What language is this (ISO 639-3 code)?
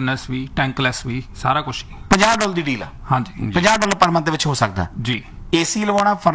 pan